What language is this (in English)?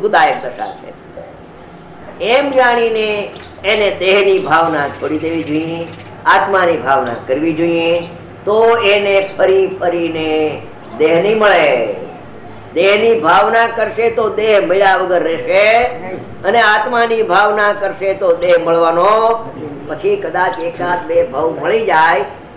Gujarati